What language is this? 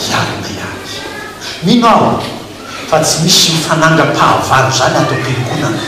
Malagasy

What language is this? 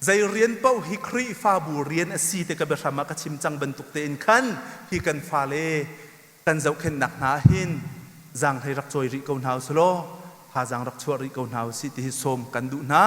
Hakha Chin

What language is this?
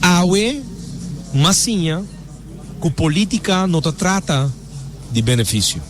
Papiamento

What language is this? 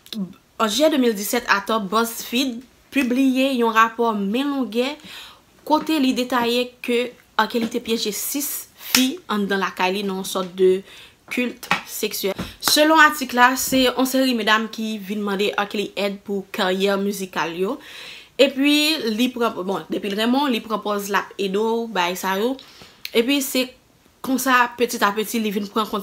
Haitian Creole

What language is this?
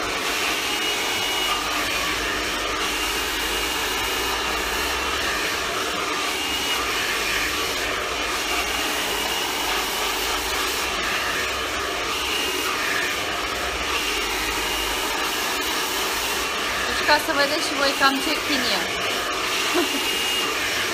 Romanian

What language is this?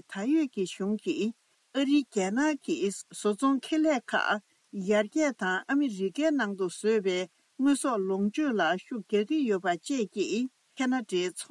Tibetan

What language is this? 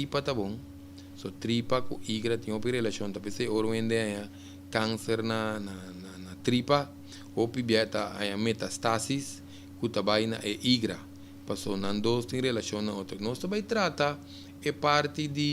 Papiamento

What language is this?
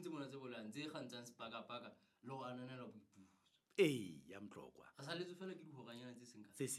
Southern Sotho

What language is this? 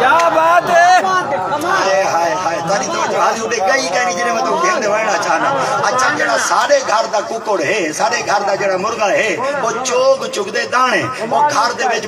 Saraiki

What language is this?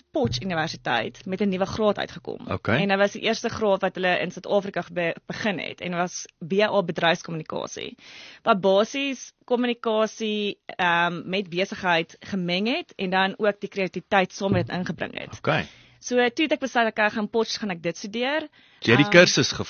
Afrikaans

